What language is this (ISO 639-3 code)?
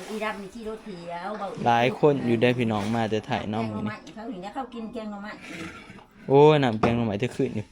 tts